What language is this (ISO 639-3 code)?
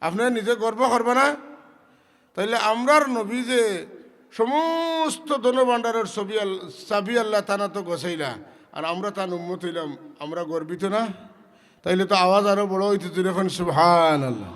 syl